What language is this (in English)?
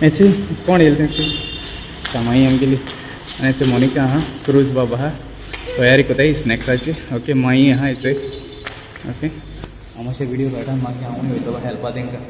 Konkani